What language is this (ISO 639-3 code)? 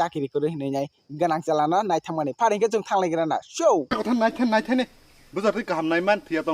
trp